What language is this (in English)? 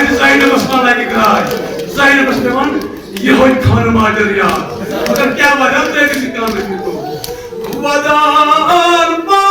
Kashmiri